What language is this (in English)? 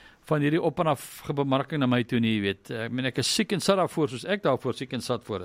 Afrikaans